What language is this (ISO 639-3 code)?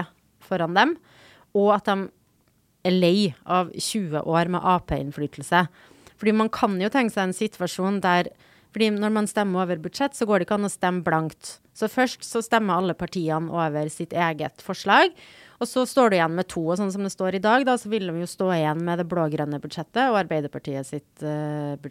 nor